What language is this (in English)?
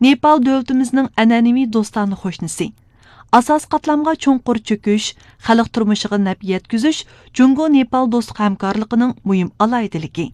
Uyghur